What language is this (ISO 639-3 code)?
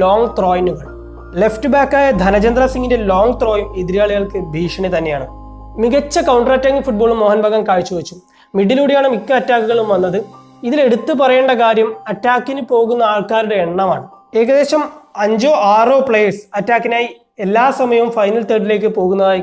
mal